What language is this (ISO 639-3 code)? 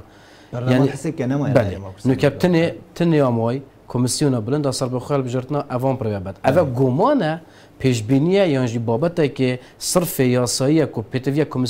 kur